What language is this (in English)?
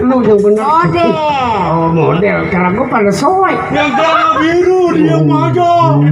Betawi